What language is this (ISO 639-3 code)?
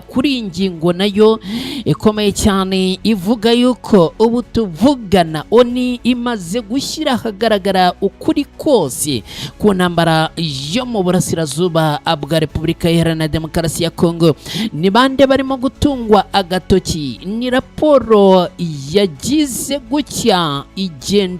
kin